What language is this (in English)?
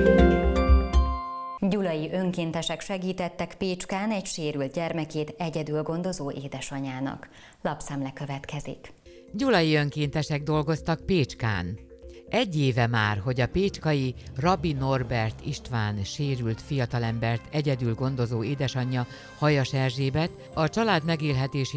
Hungarian